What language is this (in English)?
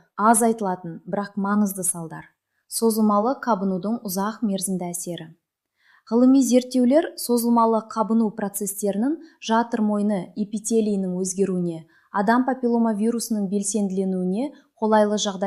Kazakh